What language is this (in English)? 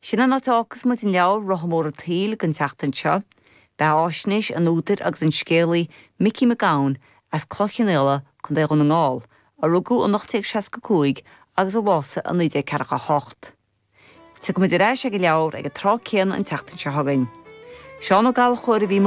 Irish